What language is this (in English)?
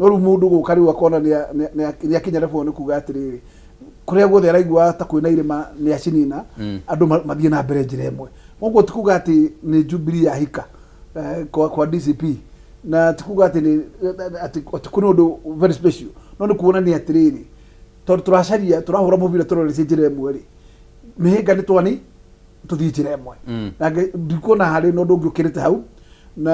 Kikuyu